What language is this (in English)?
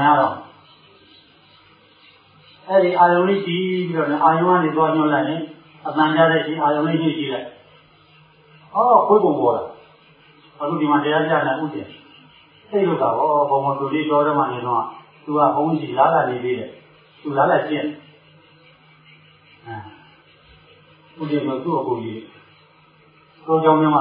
Burmese